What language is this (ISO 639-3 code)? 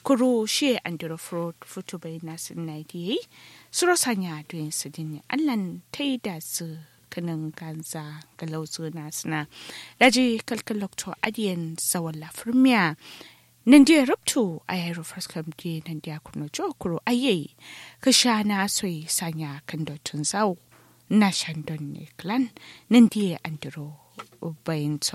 kau